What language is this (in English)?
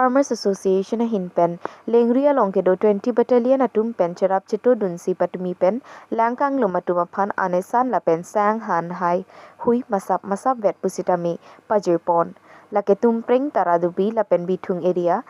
Karbi